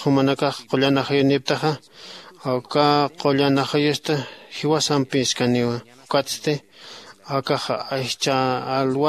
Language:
Aymara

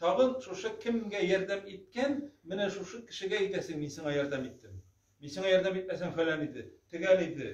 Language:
Tatar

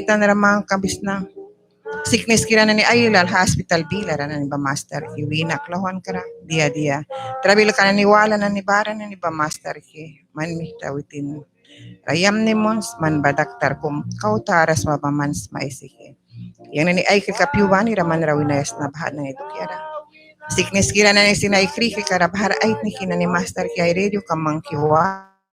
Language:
Mískito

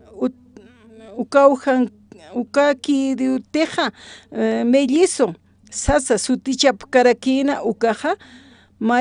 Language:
Aymara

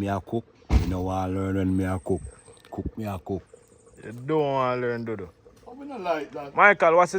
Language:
Jamaican Creole English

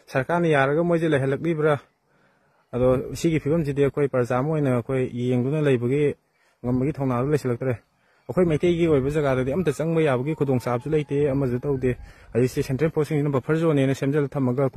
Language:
Manipuri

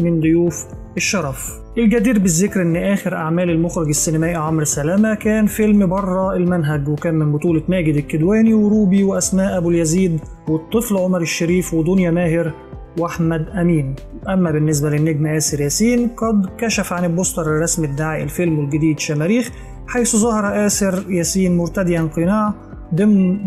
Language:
Egyptian Arabic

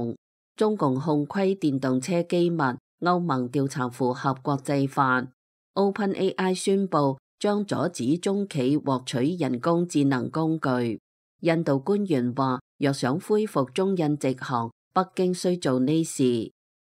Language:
Cantonese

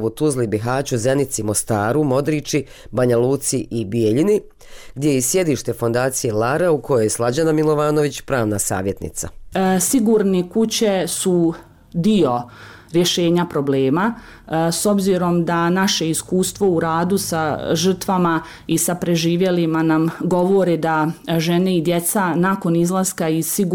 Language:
Bosnian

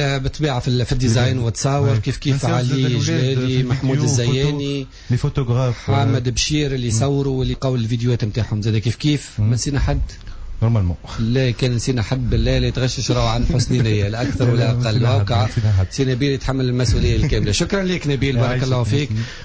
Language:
Tunisian Arabic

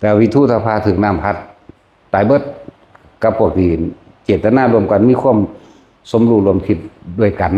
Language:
Northeastern Thai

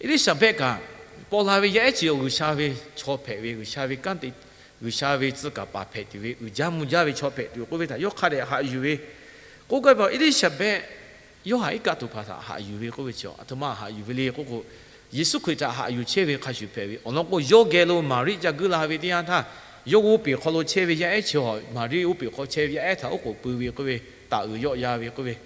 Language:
Lahu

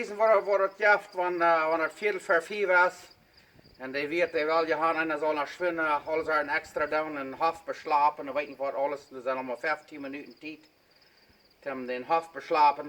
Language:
Plautdietsch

